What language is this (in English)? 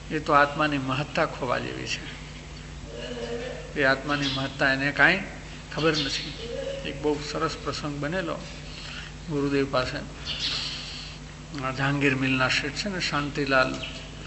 Gujarati